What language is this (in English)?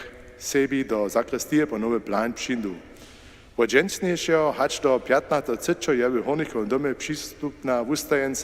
Upper Sorbian